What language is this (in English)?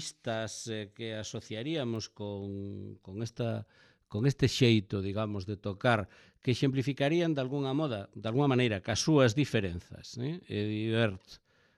Galician